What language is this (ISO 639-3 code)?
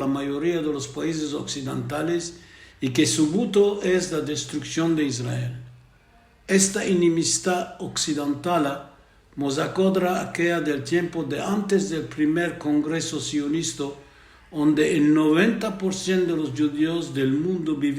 lad